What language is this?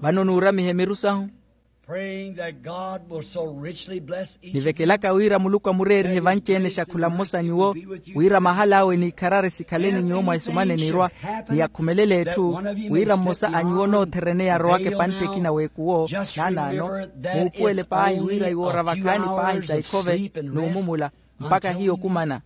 Makhuwa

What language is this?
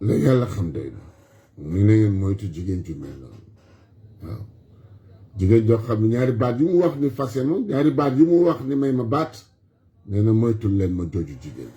Wolof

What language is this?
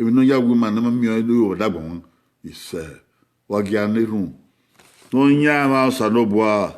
Bini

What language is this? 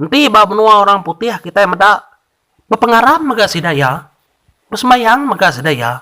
Iban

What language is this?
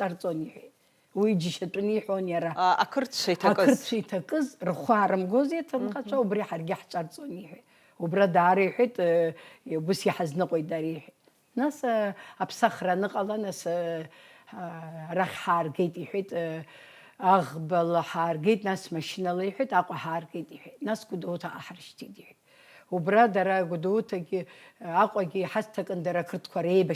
Abkhazian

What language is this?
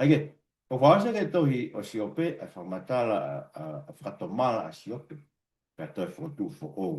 Tongan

